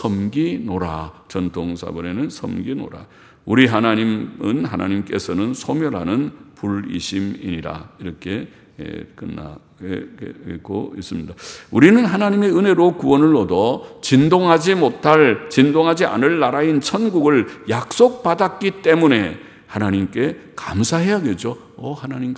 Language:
Korean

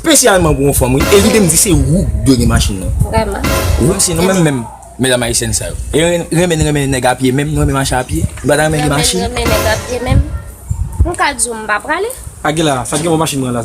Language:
Haitian Creole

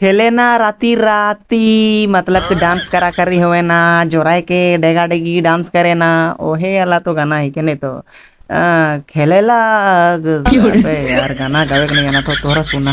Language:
Sadri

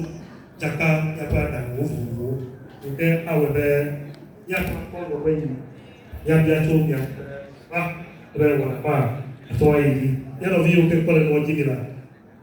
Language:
Ewe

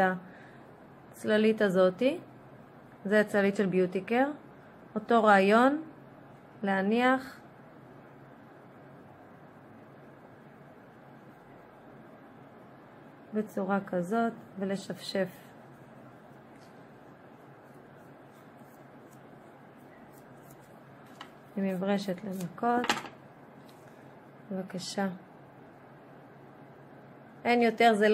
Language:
Hebrew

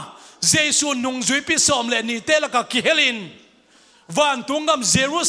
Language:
Tedim Chin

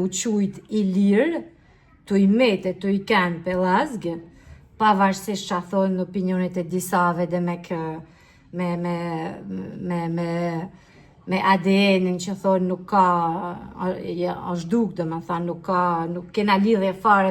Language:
Albanian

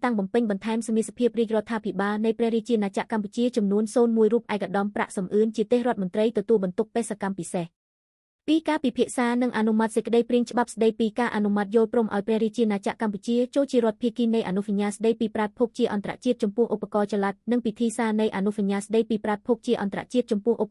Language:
Khmer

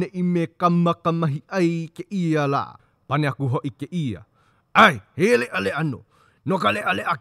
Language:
Hawaiian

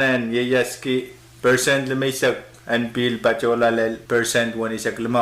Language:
Pohnpeian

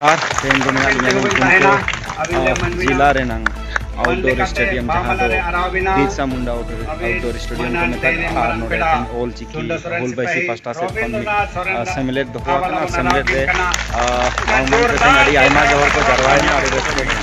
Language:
Santali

